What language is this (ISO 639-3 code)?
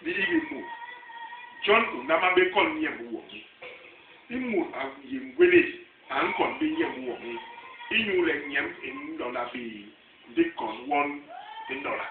bas